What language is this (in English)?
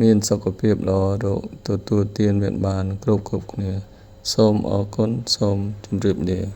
Khmer